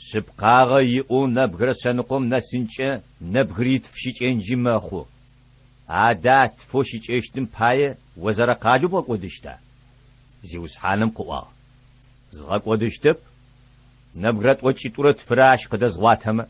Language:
Adyghe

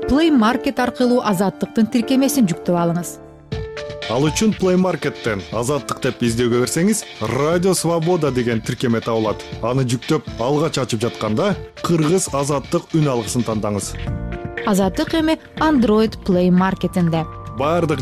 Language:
Kyrgyz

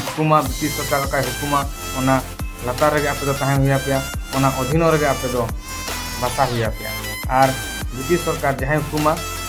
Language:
Santali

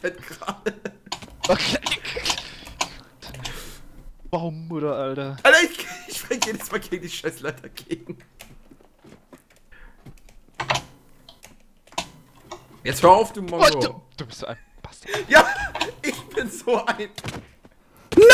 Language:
German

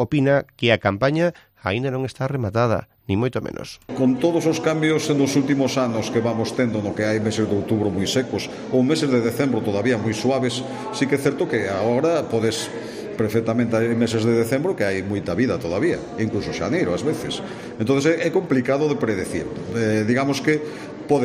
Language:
Galician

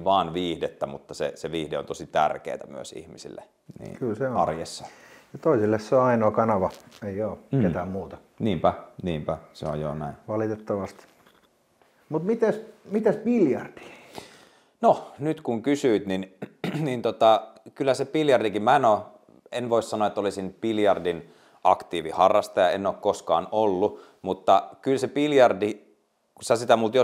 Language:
Finnish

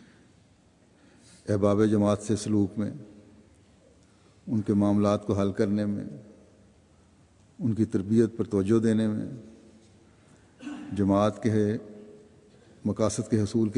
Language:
Urdu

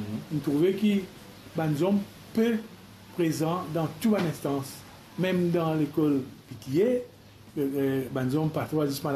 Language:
Morisyen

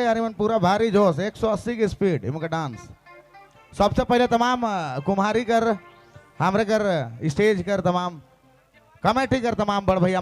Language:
Sadri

